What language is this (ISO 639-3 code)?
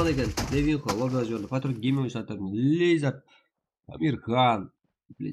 kaa